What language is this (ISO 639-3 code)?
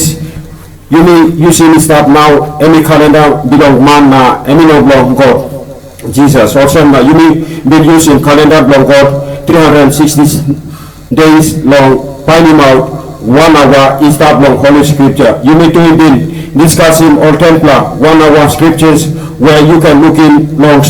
tpi